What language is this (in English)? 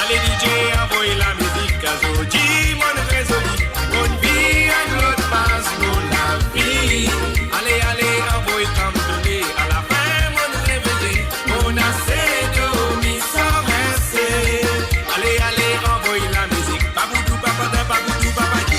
Morisyen